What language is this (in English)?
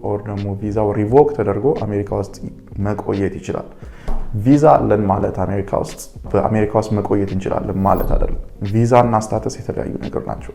Amharic